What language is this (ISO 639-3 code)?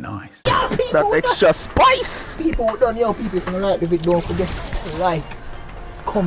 jam